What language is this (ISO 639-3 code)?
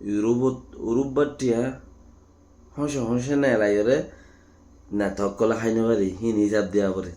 rhg